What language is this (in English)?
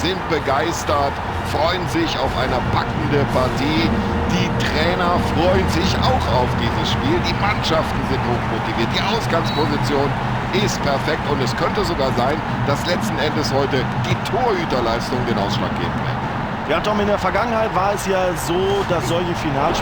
Bavarian